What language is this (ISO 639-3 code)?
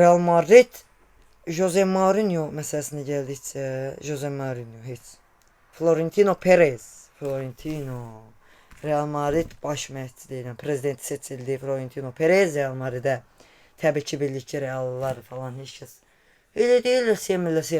aze